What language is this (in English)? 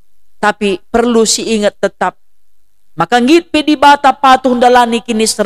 Batak Karo